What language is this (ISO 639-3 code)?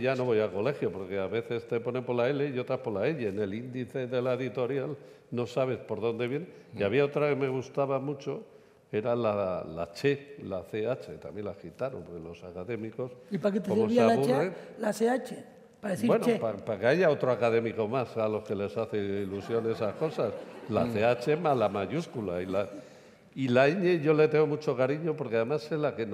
spa